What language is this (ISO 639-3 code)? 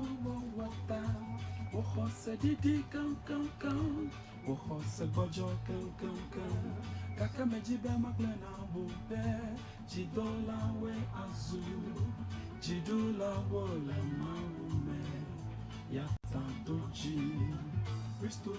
ewe